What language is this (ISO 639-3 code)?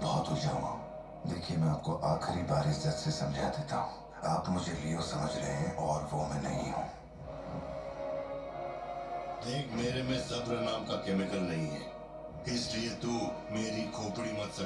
hin